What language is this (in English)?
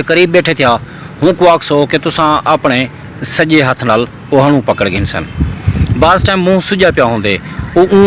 Saraiki